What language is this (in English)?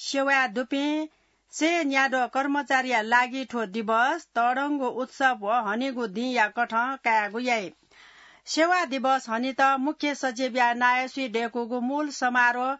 Newari